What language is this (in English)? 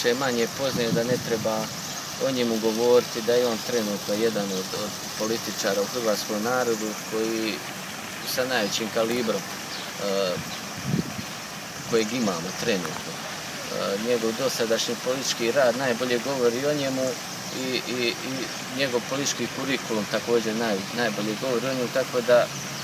Croatian